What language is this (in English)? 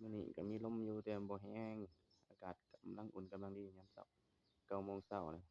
Northeastern Thai